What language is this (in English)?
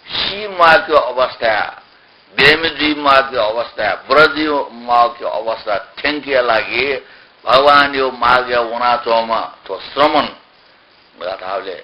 Newari